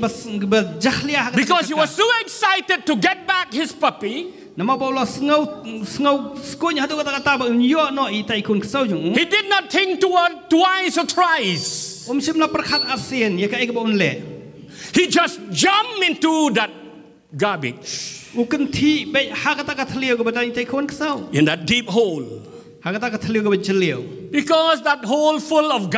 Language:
Khasi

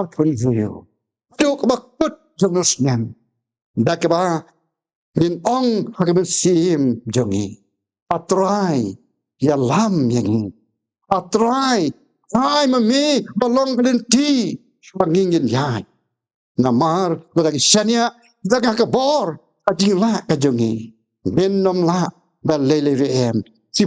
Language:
Khasi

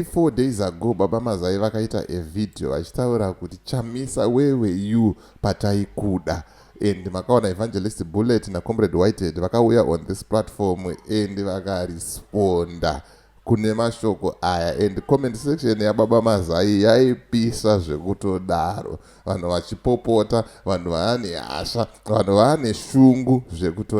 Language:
Shona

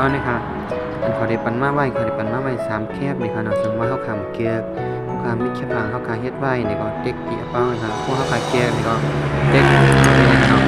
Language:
Shan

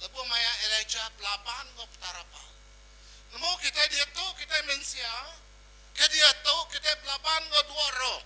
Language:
Iban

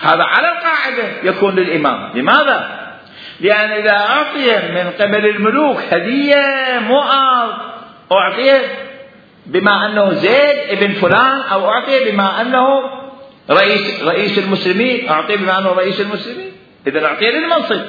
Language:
Mesopotamian Arabic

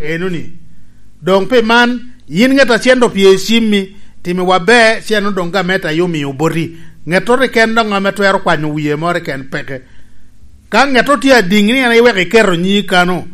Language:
Lango (Uganda)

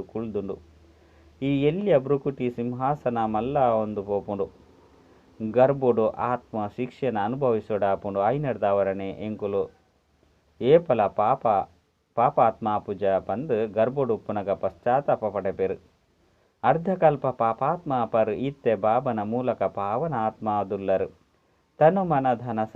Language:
Tulu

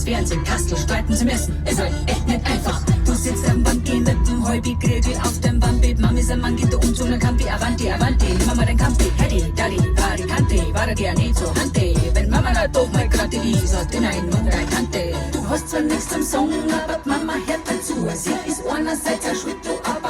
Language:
Bavarian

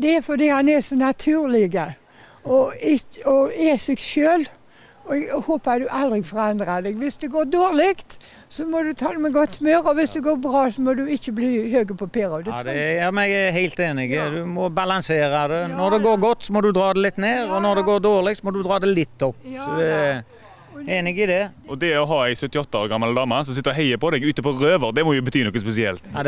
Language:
Norwegian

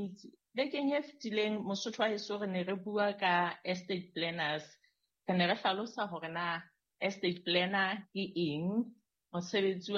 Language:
Southern Sotho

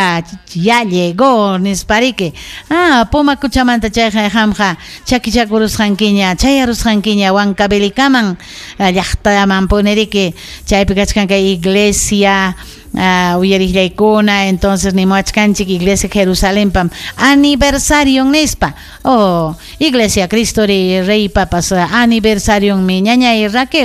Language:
Ayacucho Quechua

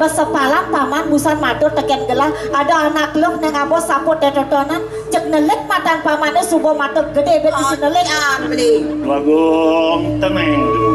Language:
Balinese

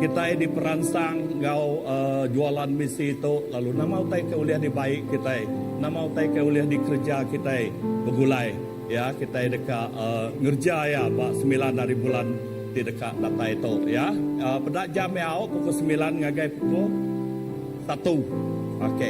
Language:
Iban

